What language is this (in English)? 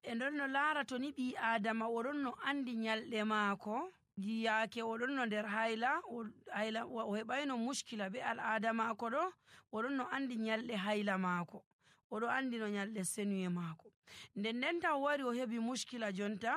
Nigerian Fulfulde